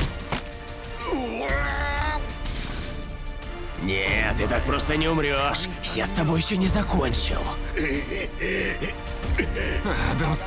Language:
Russian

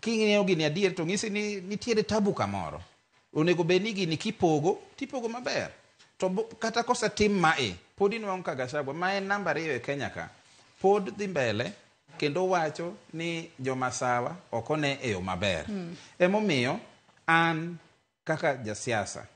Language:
Luo (Kenya and Tanzania)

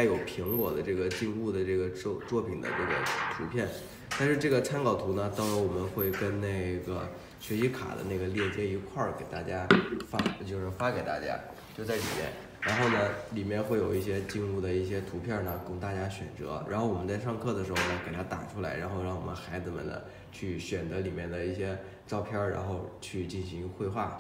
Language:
Chinese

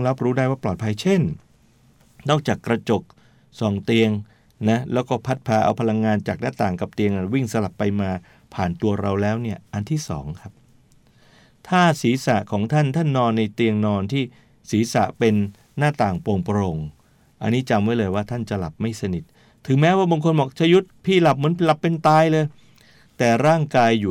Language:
Thai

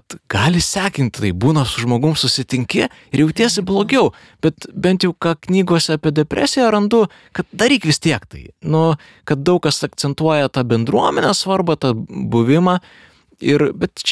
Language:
Lithuanian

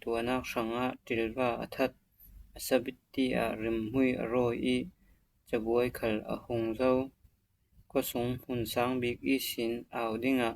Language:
Falam Chin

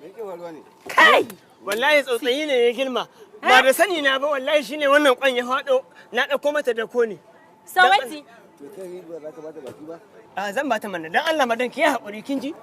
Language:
Hausa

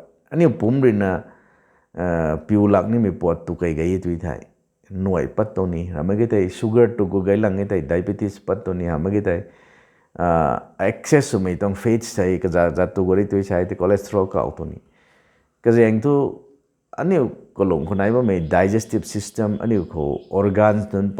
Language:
Rongmei Naga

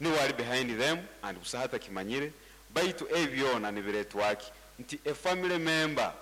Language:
Nyoro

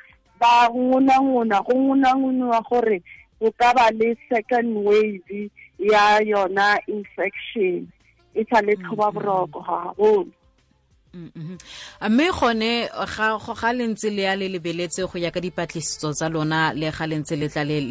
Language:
Tswana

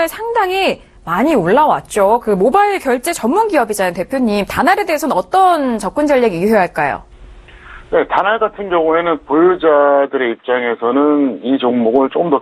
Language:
Korean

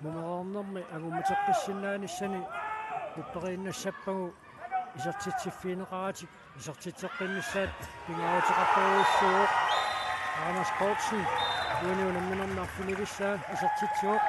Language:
Kalaallisut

